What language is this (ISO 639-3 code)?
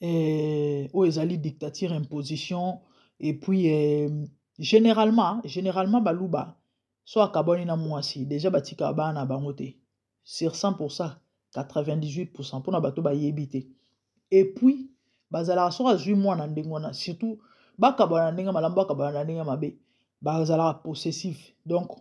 lin